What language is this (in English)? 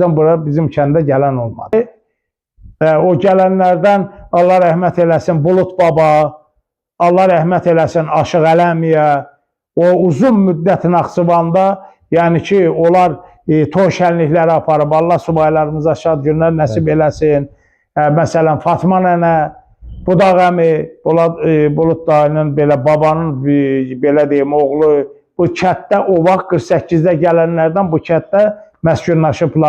Azerbaijani